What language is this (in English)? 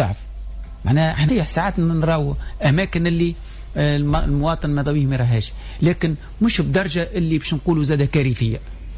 Tunisian Arabic